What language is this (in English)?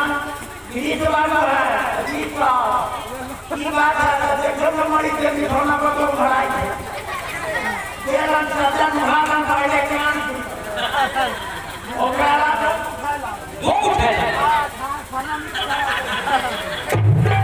Bhojpuri